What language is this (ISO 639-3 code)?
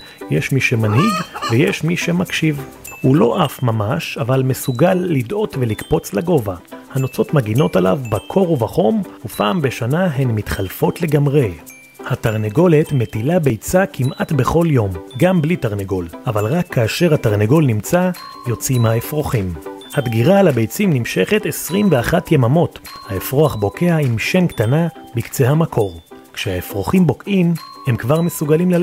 heb